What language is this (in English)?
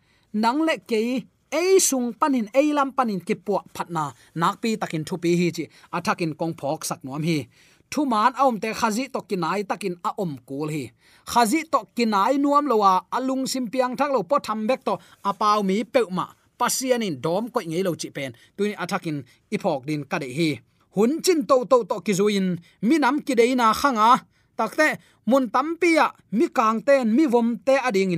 Tedim Chin